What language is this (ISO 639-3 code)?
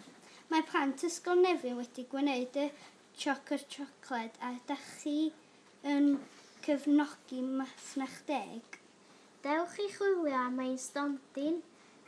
cym